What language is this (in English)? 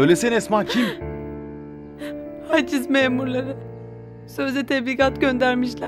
Turkish